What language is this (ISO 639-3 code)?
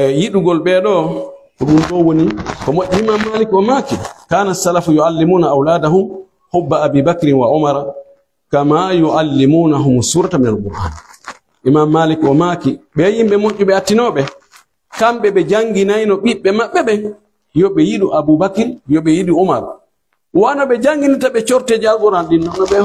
fuf